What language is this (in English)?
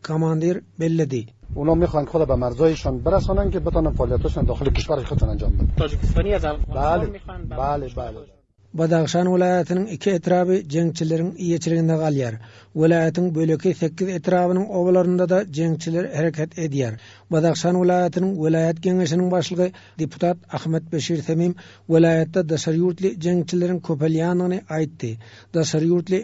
Turkmen